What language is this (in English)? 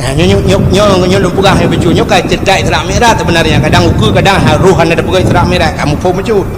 Achinese